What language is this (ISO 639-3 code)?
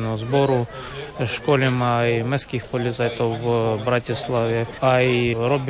slk